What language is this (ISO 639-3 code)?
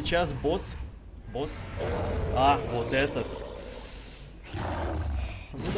rus